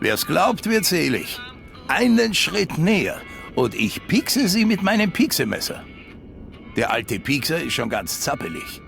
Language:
Bavarian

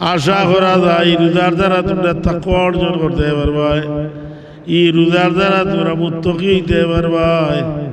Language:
Sylheti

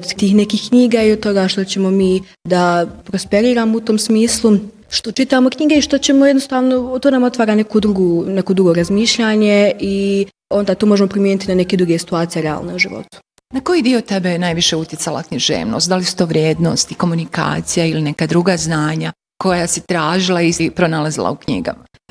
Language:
Bosnian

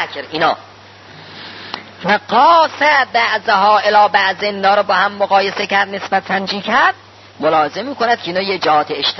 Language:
Persian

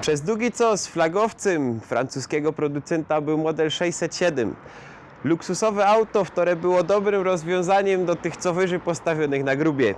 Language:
Silesian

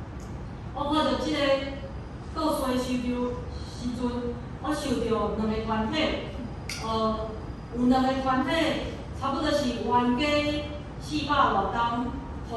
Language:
Min Nan Chinese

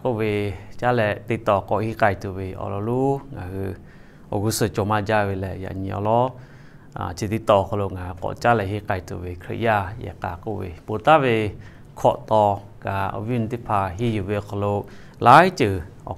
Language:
Lahu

